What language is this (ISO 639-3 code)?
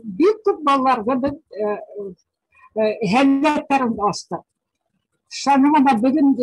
bak